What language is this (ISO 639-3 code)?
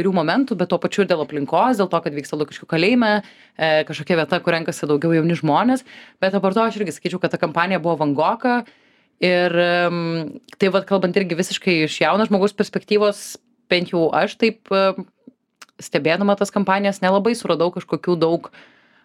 lit